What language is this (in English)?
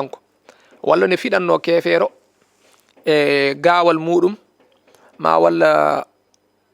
Fula